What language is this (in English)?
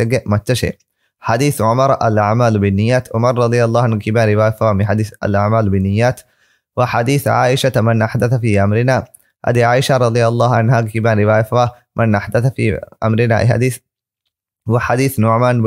Divehi